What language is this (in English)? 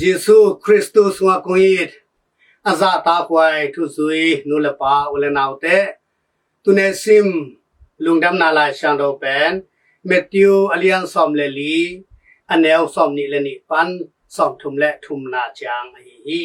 Tedim Chin